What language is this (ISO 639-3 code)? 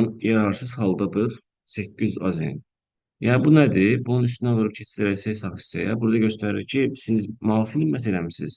aze